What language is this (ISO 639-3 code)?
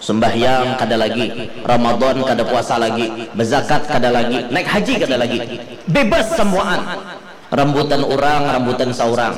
bjn